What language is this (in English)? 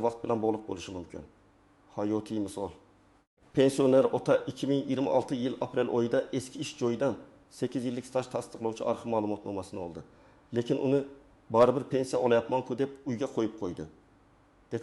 Uzbek